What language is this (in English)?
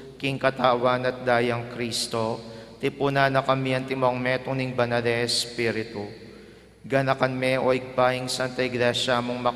Pampanga